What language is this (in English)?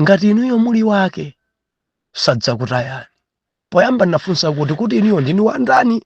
Nyanja